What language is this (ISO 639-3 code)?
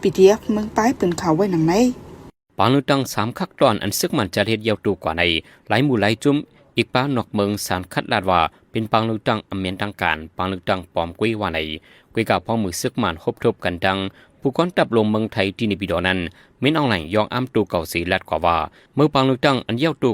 shn